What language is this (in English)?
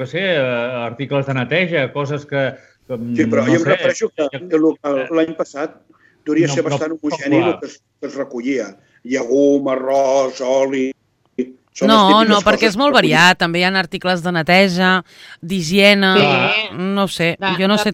Catalan